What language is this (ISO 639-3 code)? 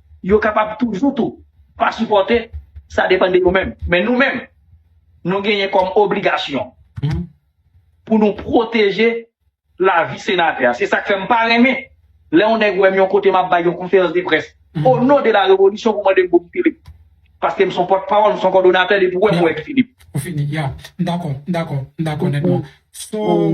hat